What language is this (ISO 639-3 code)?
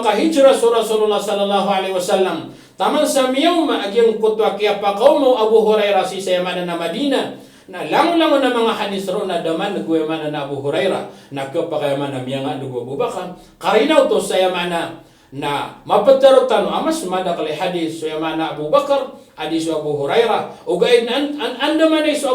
mrw